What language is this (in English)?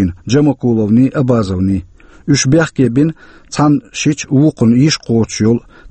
Chechen